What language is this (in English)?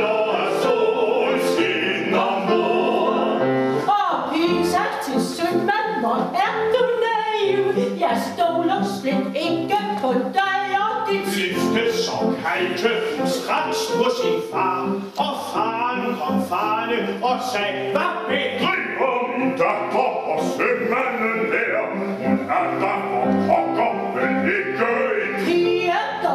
Danish